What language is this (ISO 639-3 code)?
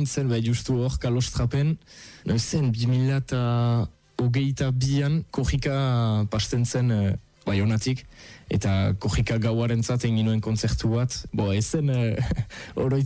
eus